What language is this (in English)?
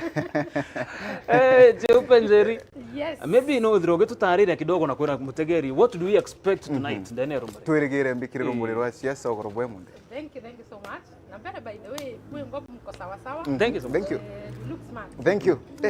Meru